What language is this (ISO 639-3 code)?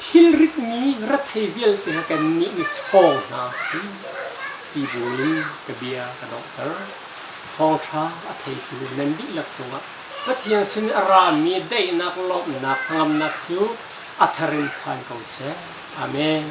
cnh